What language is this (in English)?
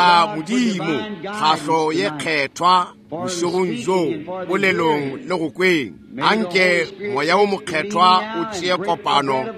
Northern Sotho